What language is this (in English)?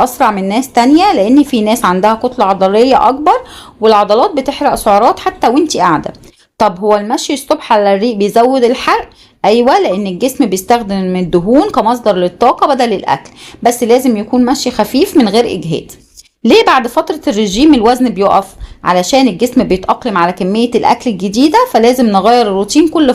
Egyptian Arabic